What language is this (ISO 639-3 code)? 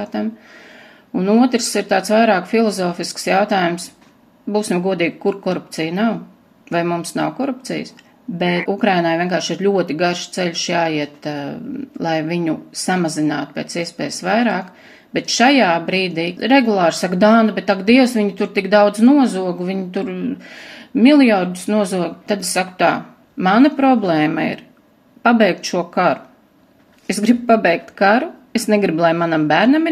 lav